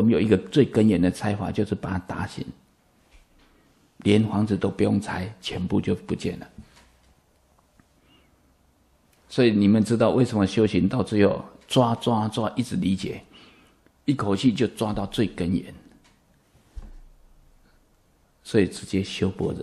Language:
Chinese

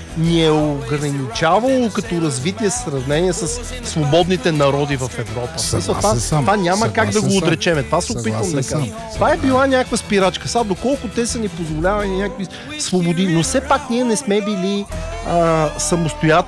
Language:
Bulgarian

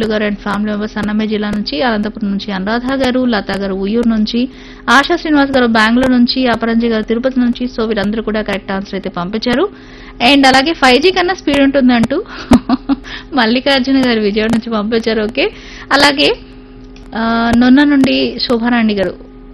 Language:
Telugu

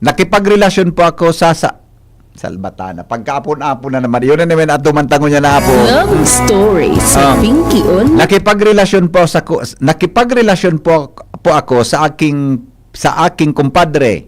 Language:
Bikol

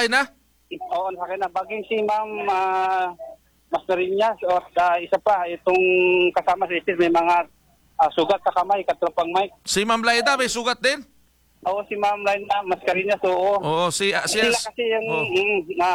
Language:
Filipino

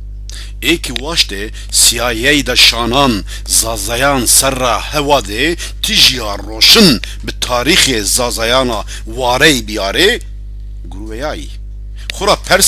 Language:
Zaza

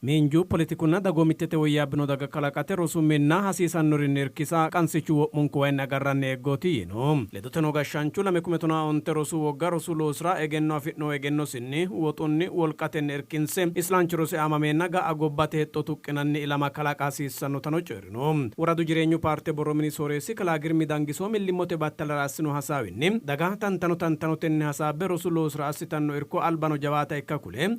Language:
Sidamo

